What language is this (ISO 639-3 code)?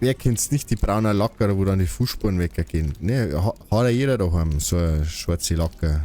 bar